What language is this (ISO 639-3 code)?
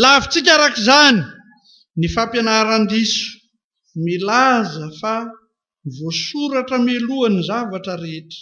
mlg